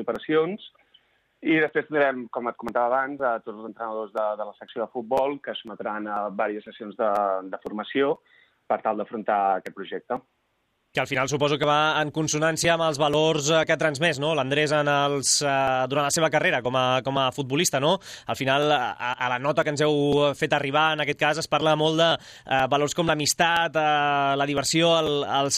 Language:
Catalan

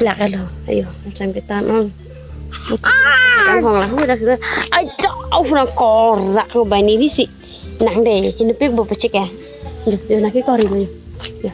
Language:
Karbi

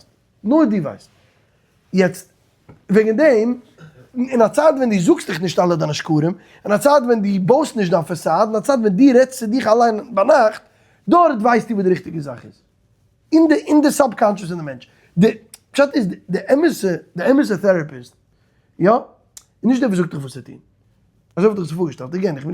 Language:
Yiddish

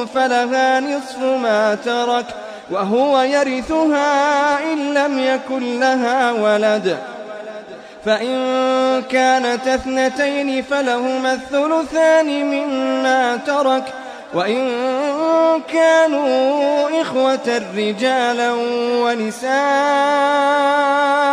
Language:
Arabic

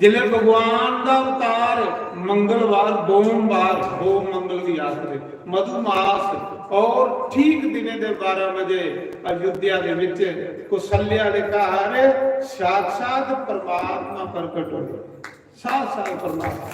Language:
Dogri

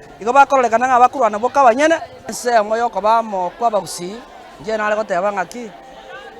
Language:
Gusii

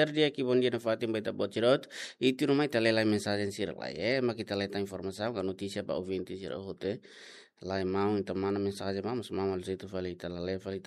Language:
Tetum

